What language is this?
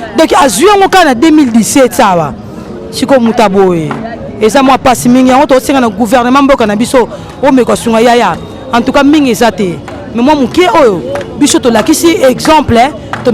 Lingala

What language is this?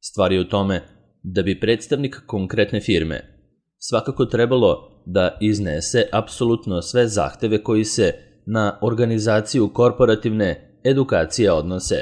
Serbian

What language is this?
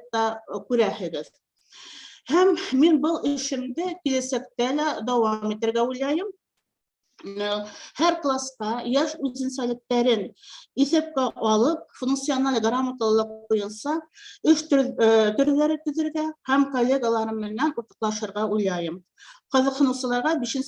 Bashkir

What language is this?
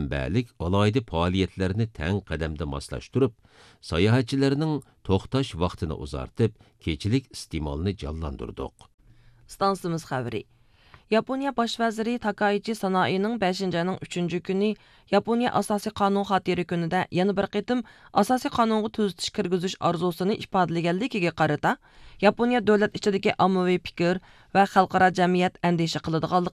Uyghur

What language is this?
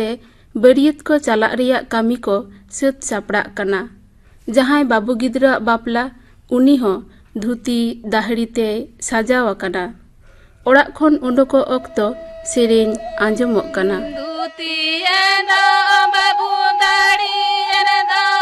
Santali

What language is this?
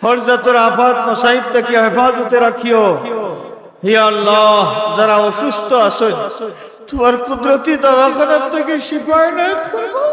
Sylheti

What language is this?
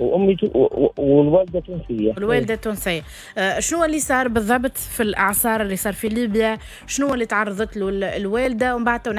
Tunisian Arabic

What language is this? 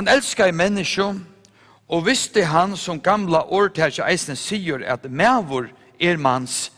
Faroese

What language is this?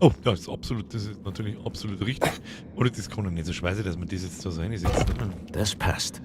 Bavarian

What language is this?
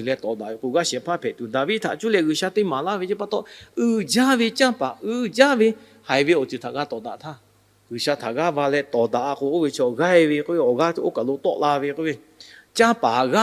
Lahu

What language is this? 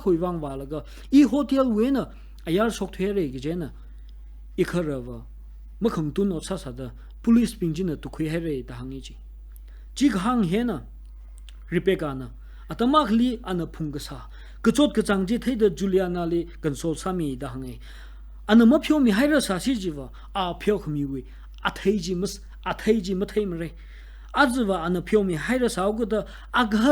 Tangkhul Naga (India)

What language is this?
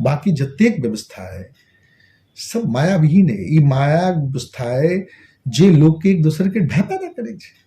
Maithili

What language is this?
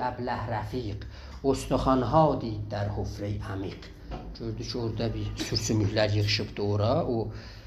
South Azerbaijani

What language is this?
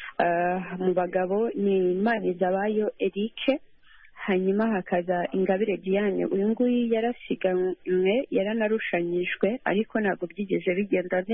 Kinyarwanda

